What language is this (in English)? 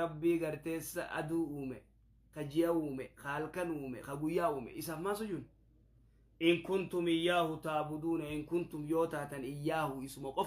Oromo